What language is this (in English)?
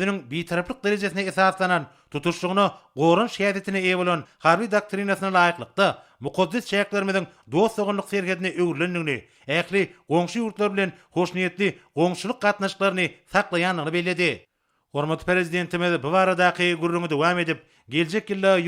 Turkmen